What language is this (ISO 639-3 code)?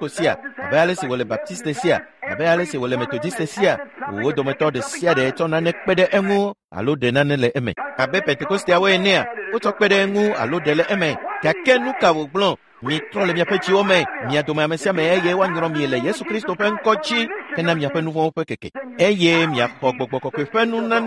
ewe